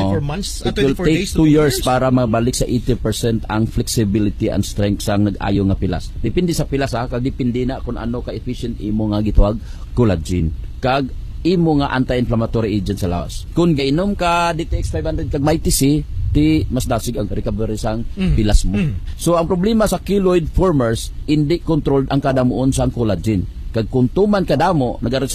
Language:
Hiligaynon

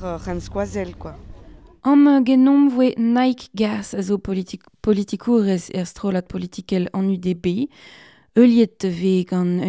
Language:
Breton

